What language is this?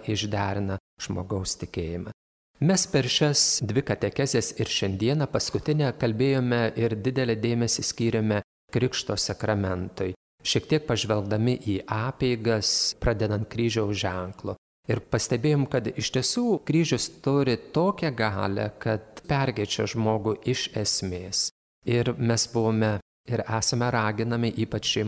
Lithuanian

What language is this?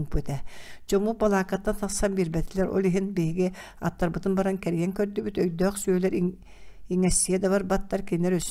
Yakut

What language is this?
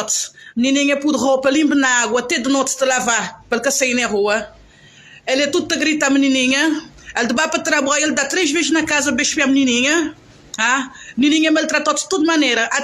Kabuverdianu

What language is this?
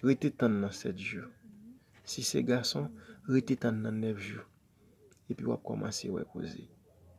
Haitian Creole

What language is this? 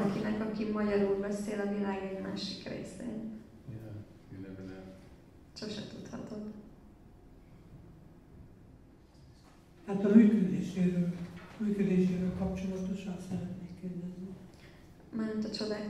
Hungarian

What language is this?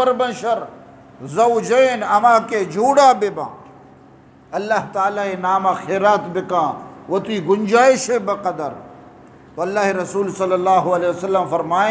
Eastern Balochi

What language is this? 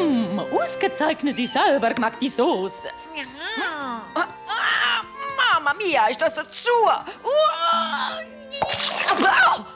Swiss German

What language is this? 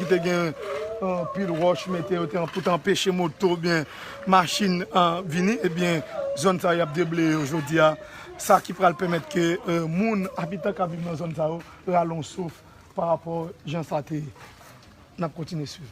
Haitian Creole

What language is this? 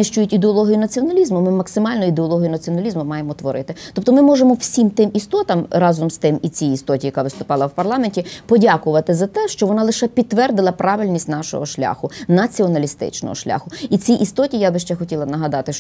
Ukrainian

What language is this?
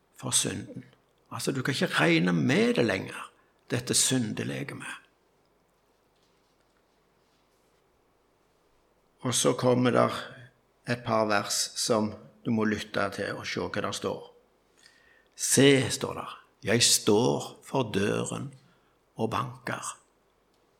Norwegian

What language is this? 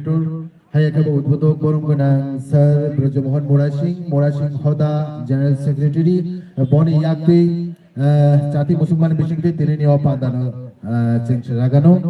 Kok Borok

